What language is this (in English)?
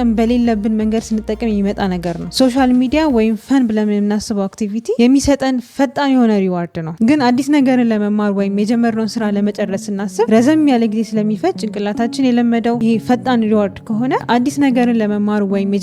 Amharic